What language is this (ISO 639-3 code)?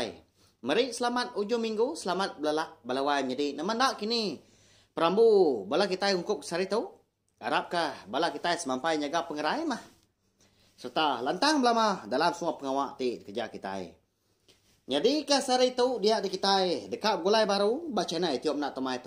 iba